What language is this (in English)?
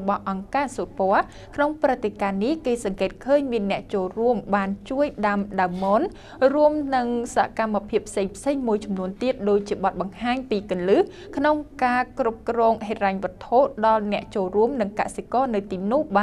Khmer